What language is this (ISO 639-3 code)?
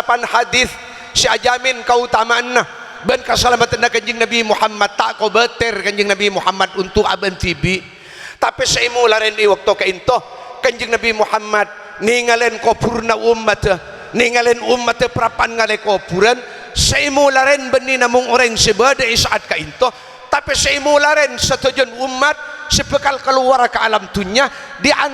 mad